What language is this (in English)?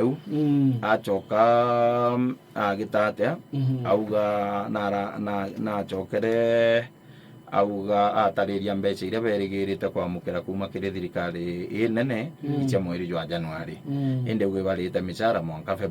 Meru